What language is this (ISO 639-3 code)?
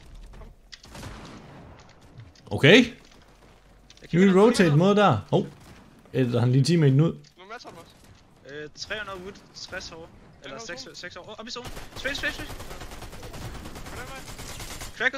dan